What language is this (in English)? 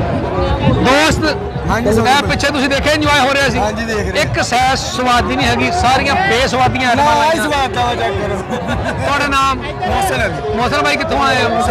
Punjabi